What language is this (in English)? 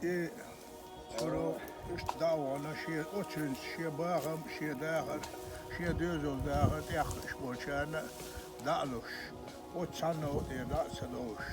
Chechen